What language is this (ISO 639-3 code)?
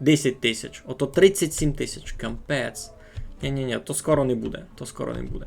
rue